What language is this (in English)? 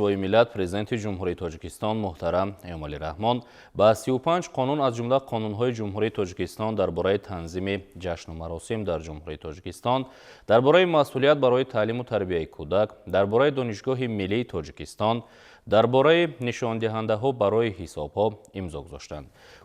Tajik